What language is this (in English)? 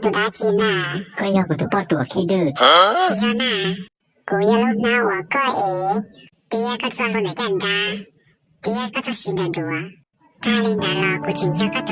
Hmong